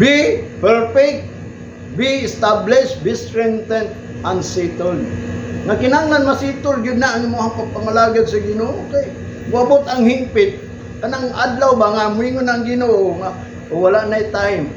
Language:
Cebuano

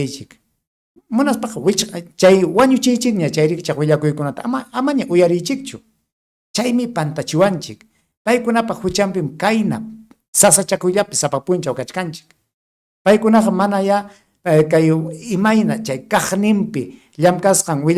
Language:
Ayacucho Quechua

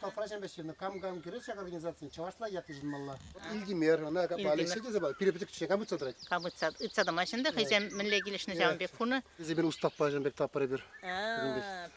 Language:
Chuvash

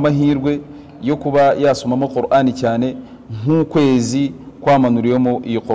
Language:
Kinyarwanda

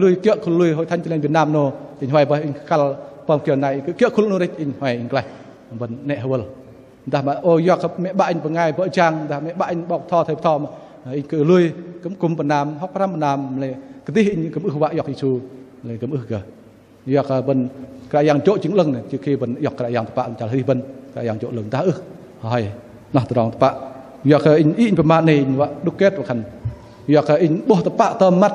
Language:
Bahnar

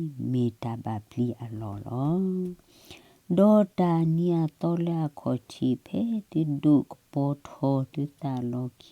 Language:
S'gaw Karen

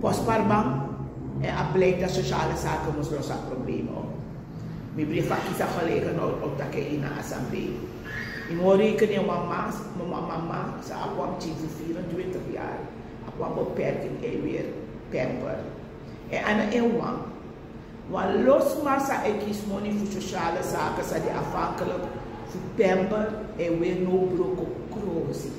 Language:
Sranan Tongo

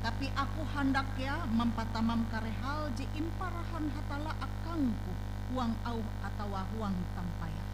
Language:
Ngaju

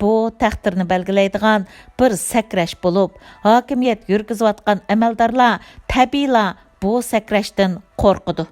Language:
Uyghur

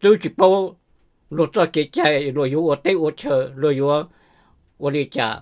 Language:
Hmong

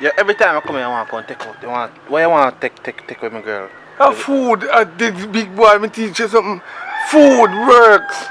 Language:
Jamaican Creole English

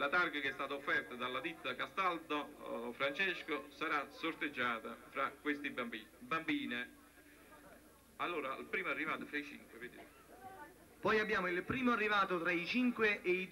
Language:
Italian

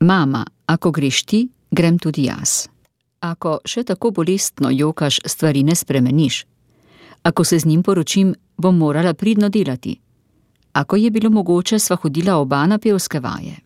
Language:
Slovenian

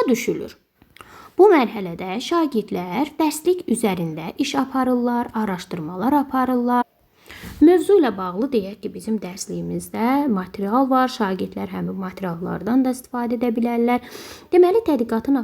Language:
Azerbaijani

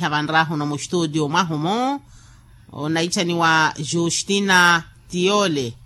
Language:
Makhuwa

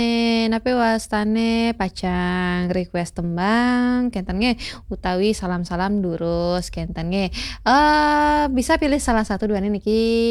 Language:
Balinese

